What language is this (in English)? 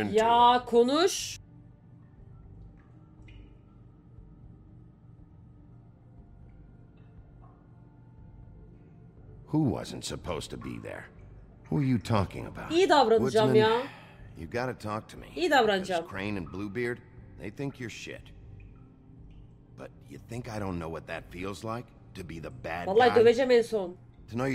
Turkish